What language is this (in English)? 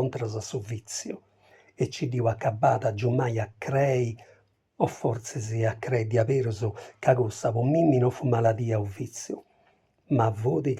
Sardinian